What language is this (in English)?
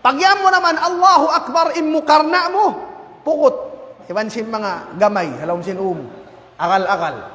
Tausug